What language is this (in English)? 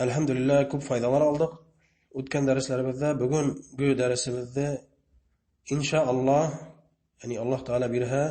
Bashkir